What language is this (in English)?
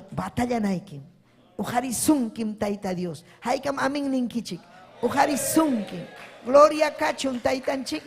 Ayacucho Quechua